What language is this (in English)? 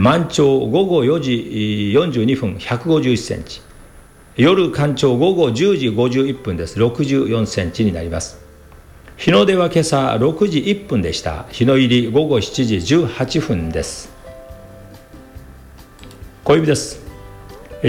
Japanese